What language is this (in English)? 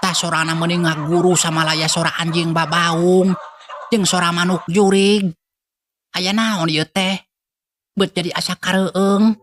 Sundanese